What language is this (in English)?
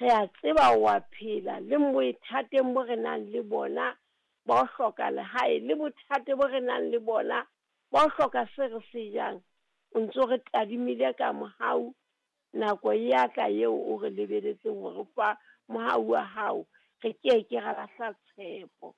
Southern Sotho